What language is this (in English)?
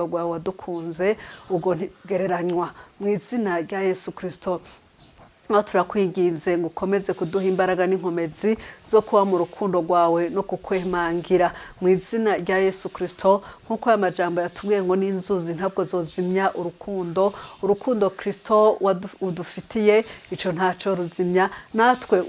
Rundi